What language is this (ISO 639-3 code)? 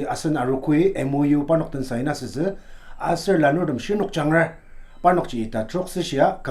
njo